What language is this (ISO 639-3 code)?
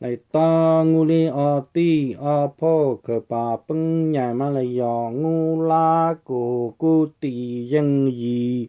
hmn